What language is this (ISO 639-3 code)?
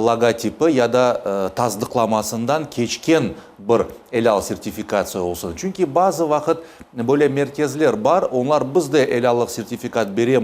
crh